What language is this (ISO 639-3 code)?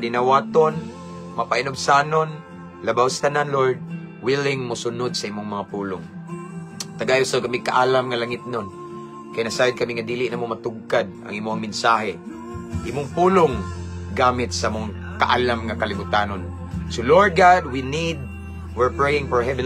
ceb